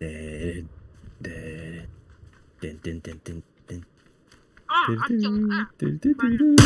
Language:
Yakut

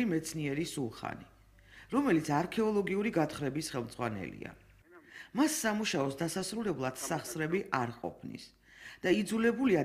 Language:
Georgian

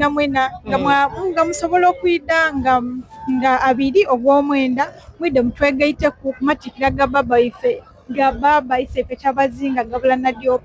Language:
Soga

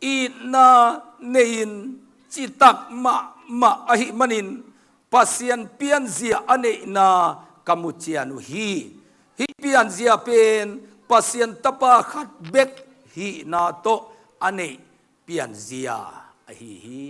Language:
Tedim Chin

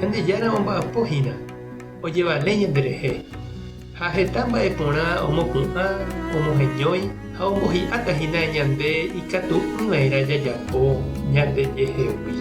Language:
Guarani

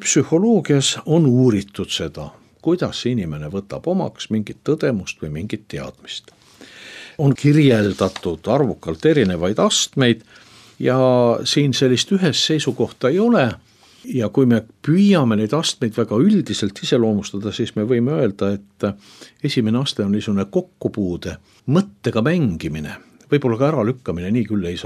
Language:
Estonian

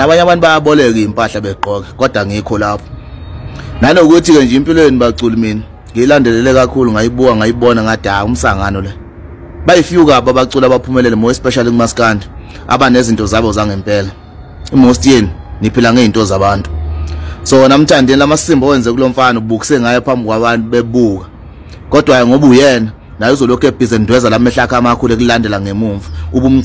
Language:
Zulu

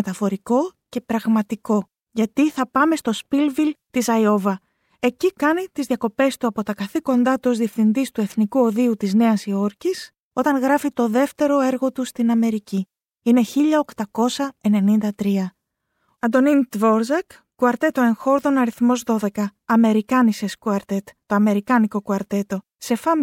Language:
Greek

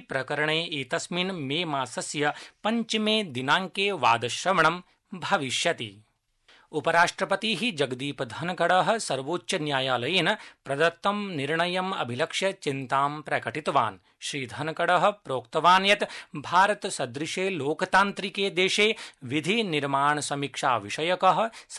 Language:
Sanskrit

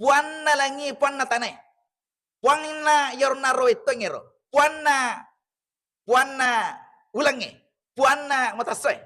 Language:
Buginese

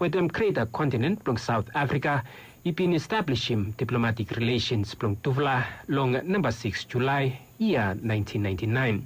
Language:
Bislama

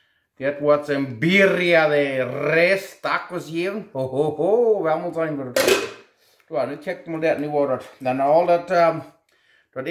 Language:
Plautdietsch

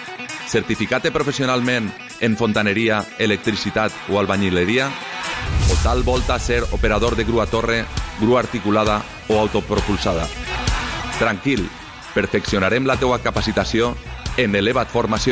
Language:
Catalan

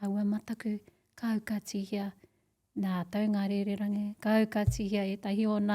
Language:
Māori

